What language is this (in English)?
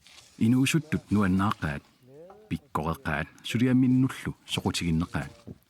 Kalaallisut